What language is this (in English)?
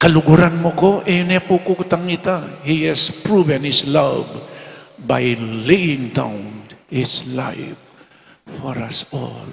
Pampanga